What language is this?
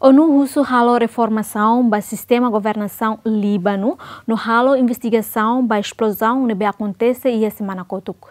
Tetum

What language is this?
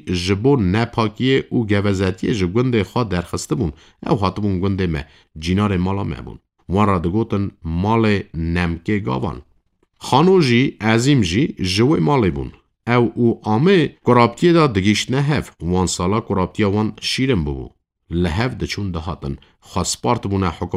Kurdish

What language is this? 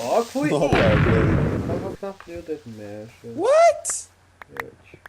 Faroese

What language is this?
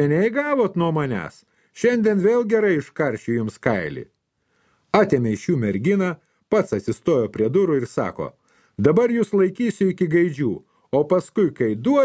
Lithuanian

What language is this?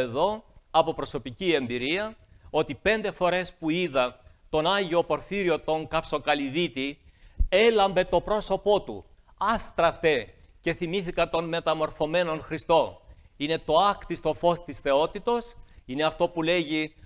Greek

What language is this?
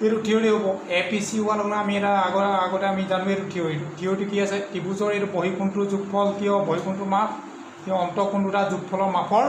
Assamese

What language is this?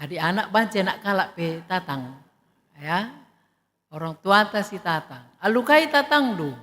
Batak Karo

